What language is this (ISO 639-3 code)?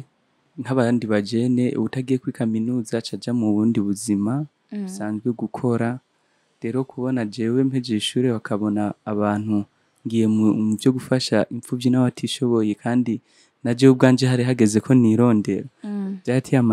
run